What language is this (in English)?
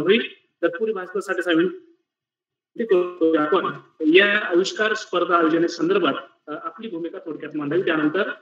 Marathi